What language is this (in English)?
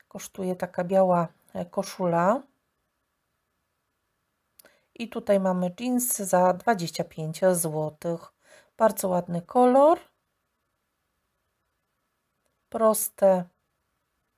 Polish